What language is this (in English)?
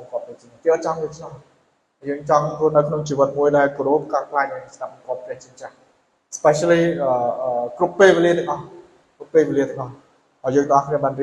Khmer